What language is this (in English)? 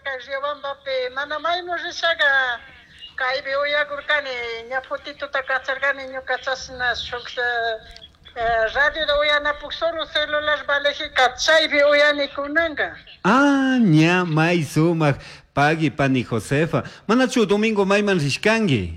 Chimborazo Highland Quichua